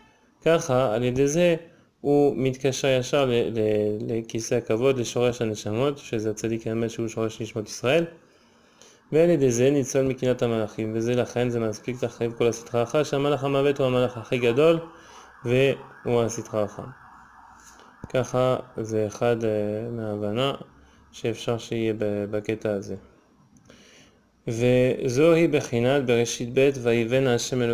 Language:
Hebrew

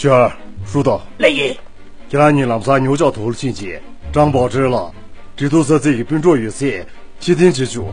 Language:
Tibetan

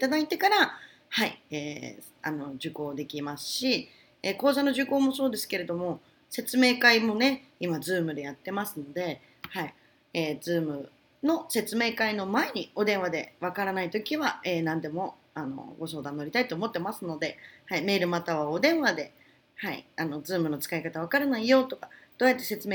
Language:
Japanese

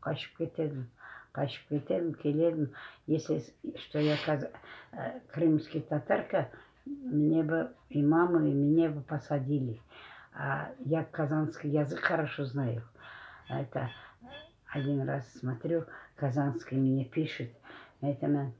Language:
Crimean Tatar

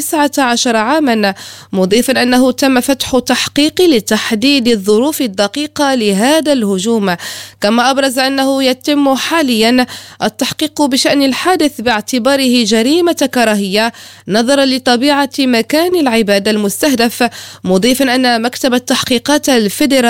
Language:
Arabic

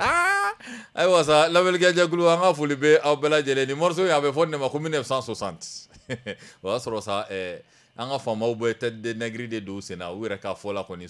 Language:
Bambara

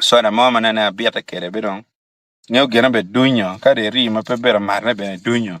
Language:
Acoli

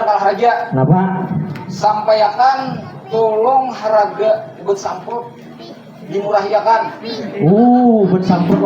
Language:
Banjar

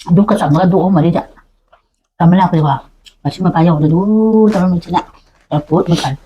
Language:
Manipuri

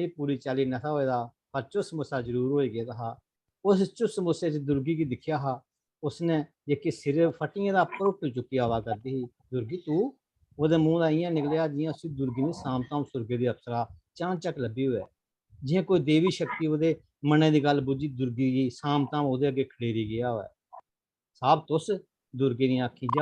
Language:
Dogri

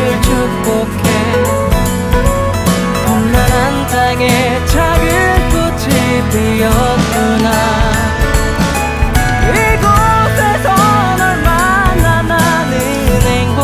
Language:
Korean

